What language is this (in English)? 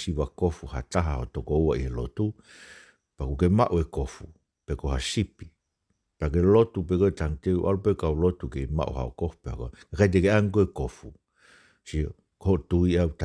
Tongan